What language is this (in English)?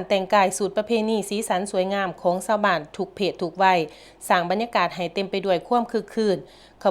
Lao